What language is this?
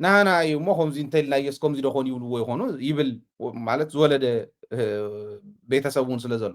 Tigrinya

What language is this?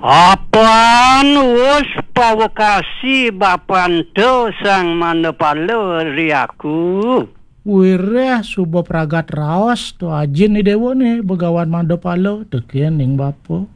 Balinese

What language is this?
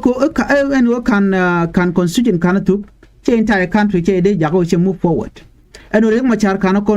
Nuer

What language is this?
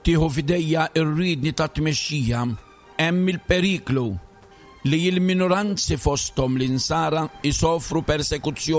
Maltese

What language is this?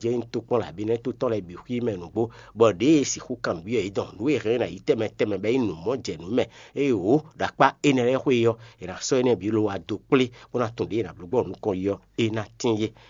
Fon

